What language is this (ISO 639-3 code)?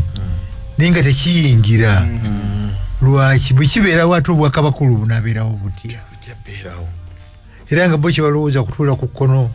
lug